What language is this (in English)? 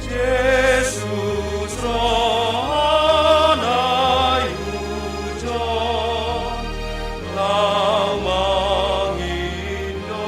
Batak Simalungun